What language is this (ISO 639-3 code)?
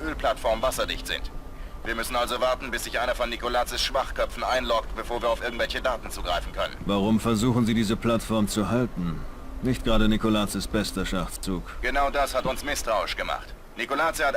bar